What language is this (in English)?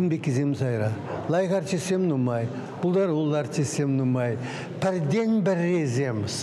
Chuvash